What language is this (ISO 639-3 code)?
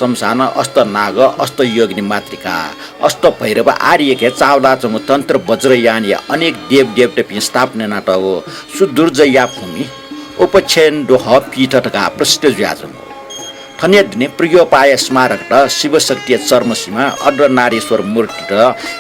new